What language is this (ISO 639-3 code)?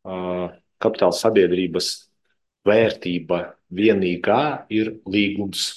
lav